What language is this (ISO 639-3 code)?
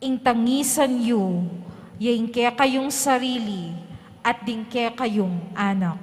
pam